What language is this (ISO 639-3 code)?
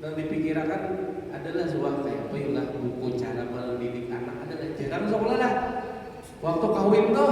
bjn